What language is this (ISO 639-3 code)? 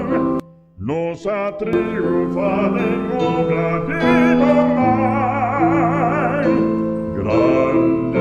pap